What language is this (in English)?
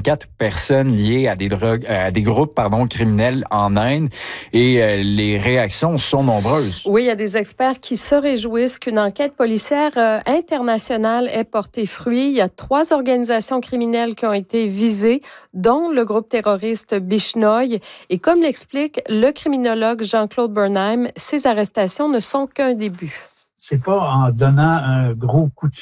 French